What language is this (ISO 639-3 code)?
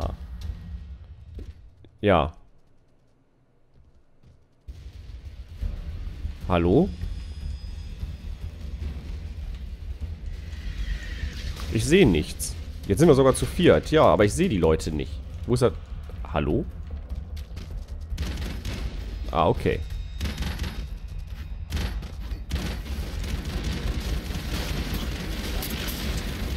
deu